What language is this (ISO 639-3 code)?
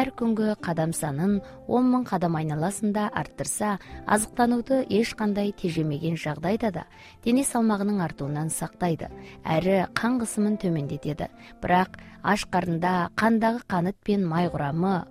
kaz